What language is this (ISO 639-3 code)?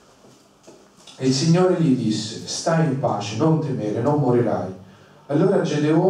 ita